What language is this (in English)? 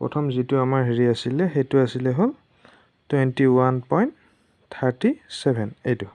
Assamese